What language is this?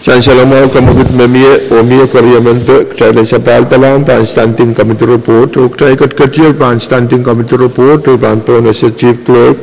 Pohnpeian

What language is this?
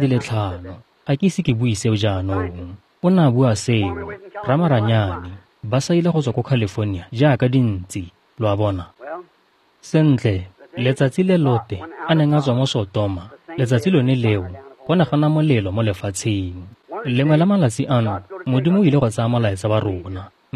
Tswana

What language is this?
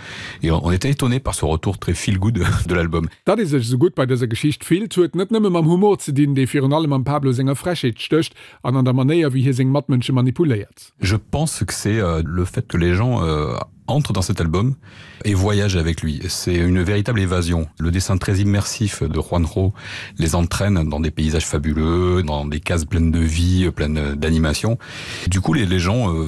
Luxembourgish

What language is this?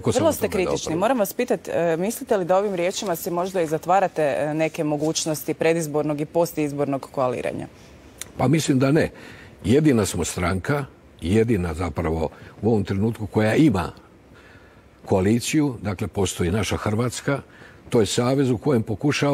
Croatian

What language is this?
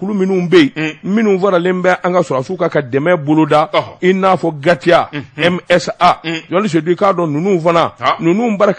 Bambara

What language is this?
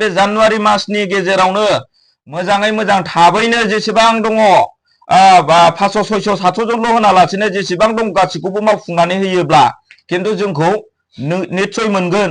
Bodo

